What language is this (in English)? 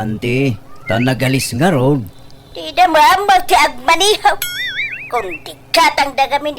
Iloko